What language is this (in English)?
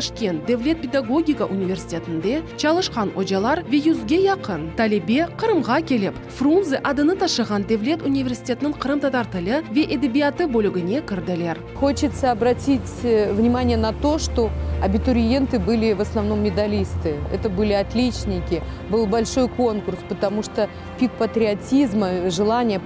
Crimean Tatar